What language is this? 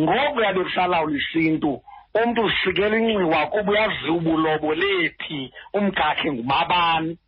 Xhosa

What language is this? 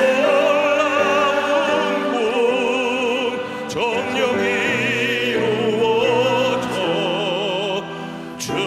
Korean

